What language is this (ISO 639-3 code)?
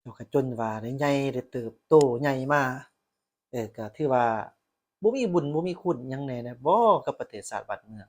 lao